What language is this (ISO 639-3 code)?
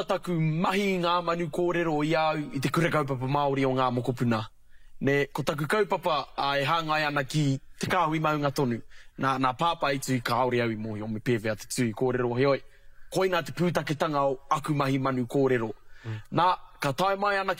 mri